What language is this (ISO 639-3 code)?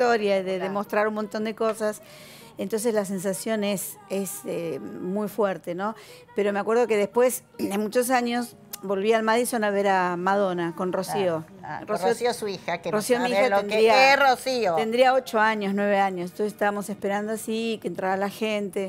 spa